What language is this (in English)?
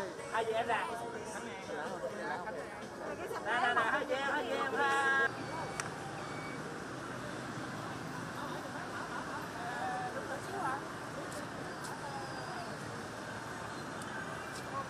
Vietnamese